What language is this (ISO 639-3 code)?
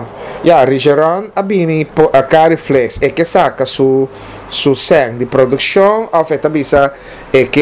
pap